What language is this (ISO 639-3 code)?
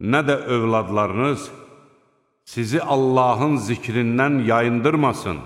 aze